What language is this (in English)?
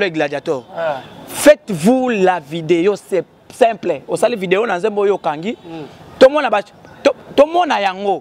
Lingala